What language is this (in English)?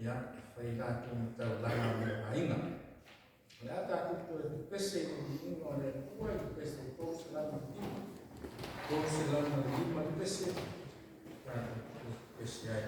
Samoan